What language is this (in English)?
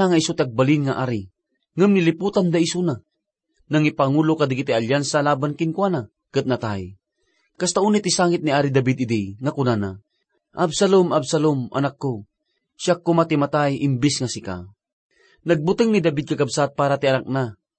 Iloko